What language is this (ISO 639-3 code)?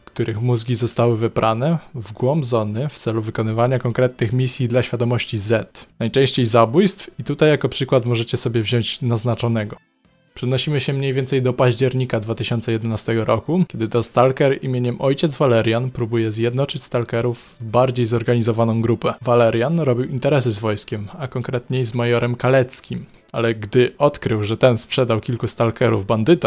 pol